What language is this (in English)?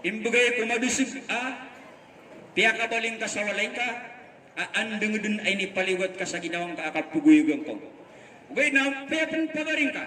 Maranao